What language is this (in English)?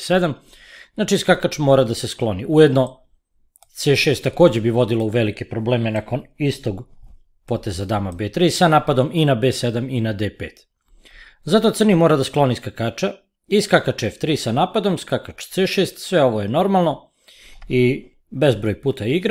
Serbian